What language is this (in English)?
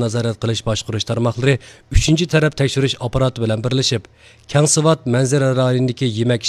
Uyghur